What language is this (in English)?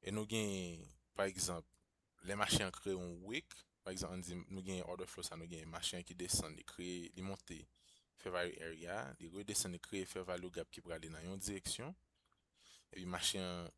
Haitian Creole